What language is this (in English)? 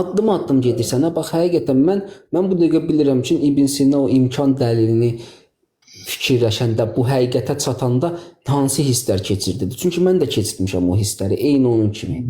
Azerbaijani